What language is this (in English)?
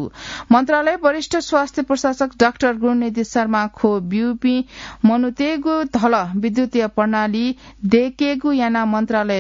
Newari